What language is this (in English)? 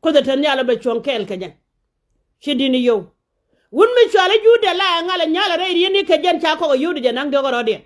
Nuer